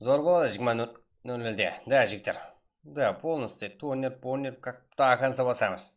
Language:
Kara-Kalpak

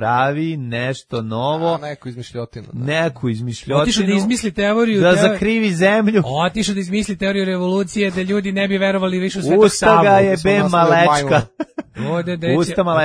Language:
Serbian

